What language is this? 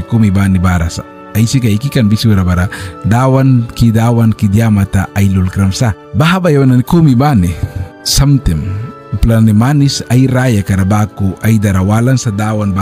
Mískito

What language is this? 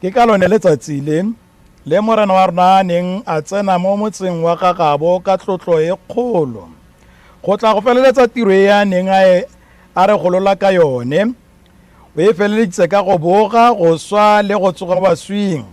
Tswana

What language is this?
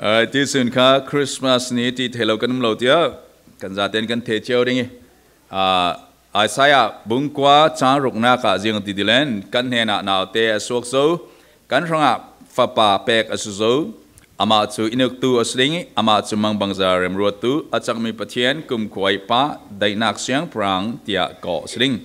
Falam Chin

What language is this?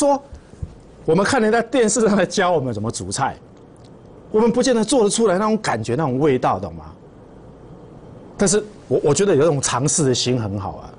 Chinese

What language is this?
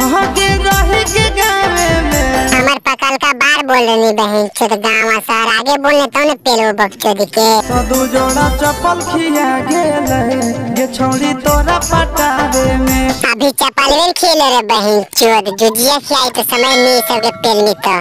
Magahi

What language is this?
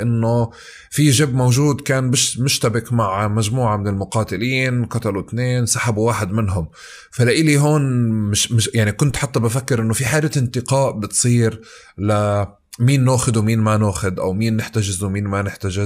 North Levantine Arabic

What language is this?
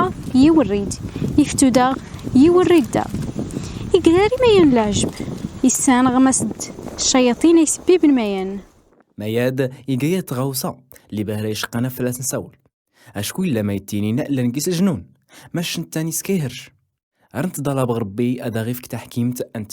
Tachelhit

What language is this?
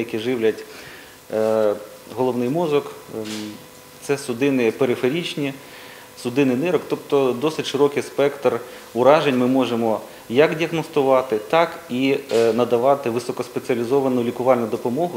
Ukrainian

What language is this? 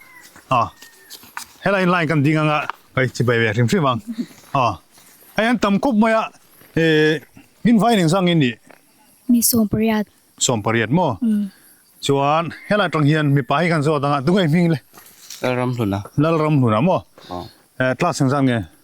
Mizo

